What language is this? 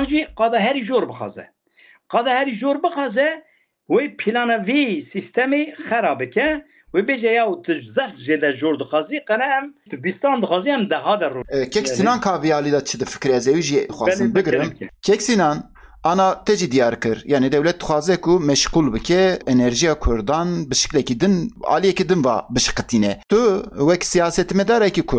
Kurdish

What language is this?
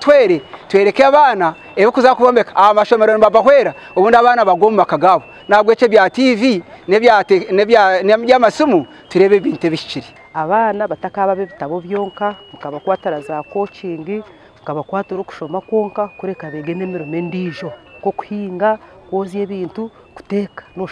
Nyankole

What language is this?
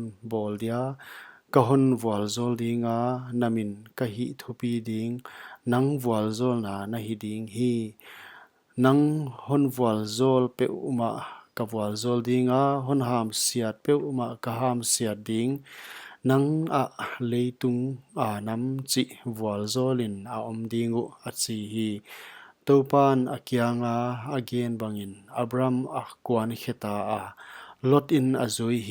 Paite Chin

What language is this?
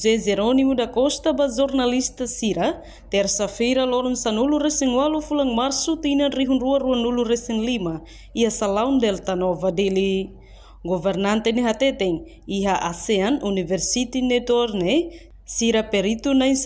Tetum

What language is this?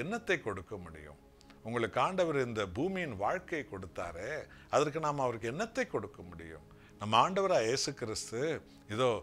Tamil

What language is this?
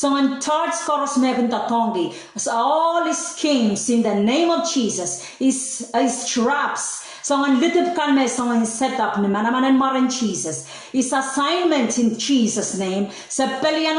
Pohnpeian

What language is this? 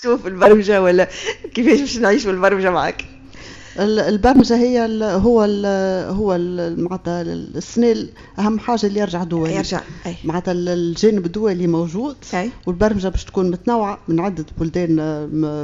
Tunisian Arabic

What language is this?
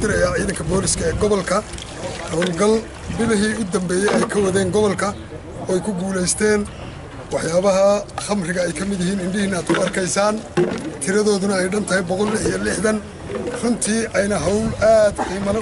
Somali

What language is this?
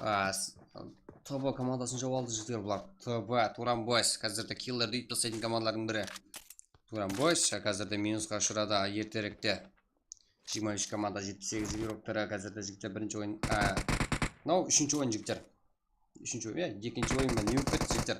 Kara-Kalpak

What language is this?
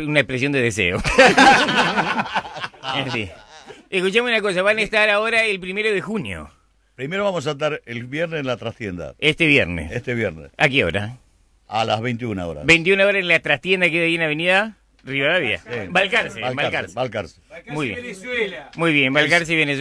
Spanish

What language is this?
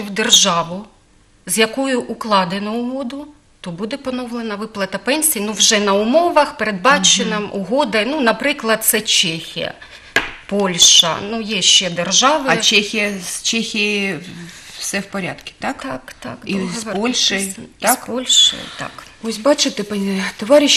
Ukrainian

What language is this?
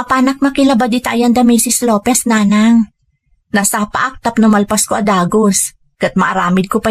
Iloko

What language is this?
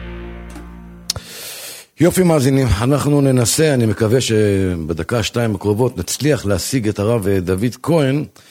Hebrew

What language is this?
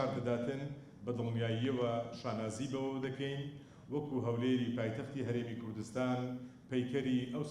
Central Kurdish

